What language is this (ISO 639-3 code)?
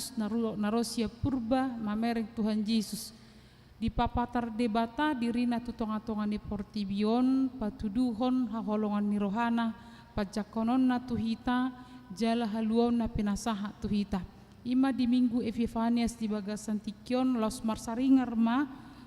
bbc